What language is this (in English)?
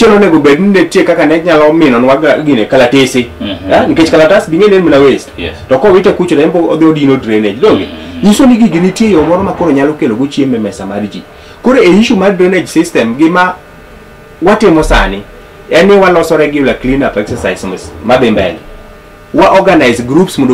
Luo (Kenya and Tanzania)